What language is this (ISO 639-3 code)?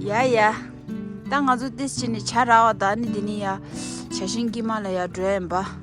bod